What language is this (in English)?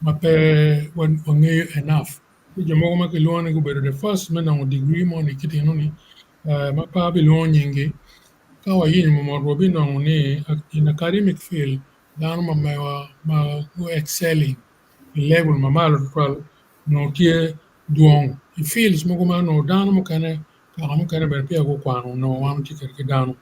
Acoli